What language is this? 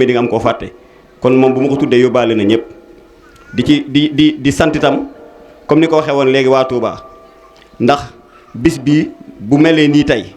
Wolof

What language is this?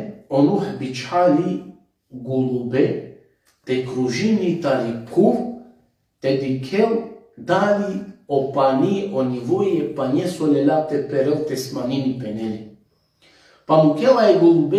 Balkan Romani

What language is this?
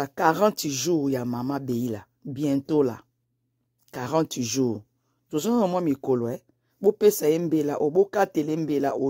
Lingala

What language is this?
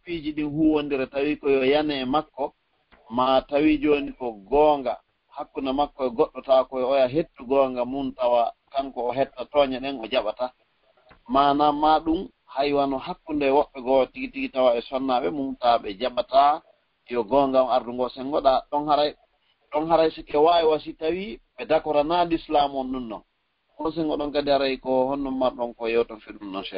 Fula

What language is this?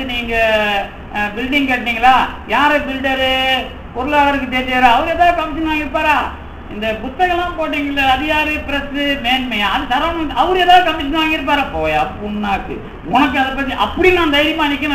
Tamil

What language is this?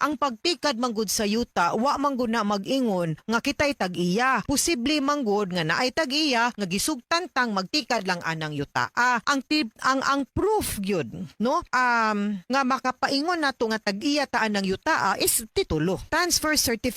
Cebuano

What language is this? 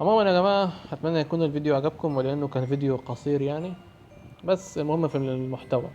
Egyptian Arabic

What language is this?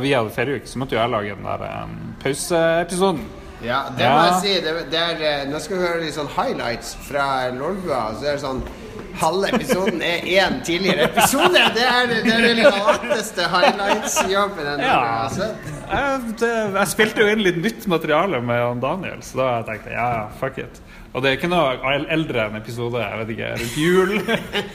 Norwegian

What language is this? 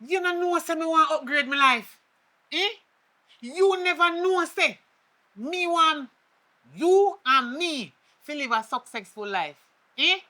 Jamaican Creole English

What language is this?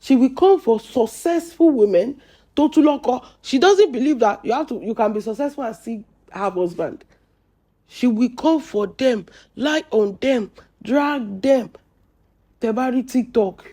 Yoruba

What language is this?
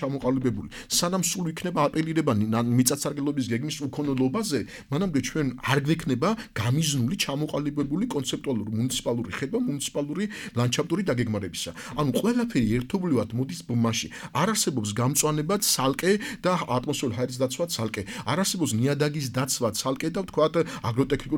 Georgian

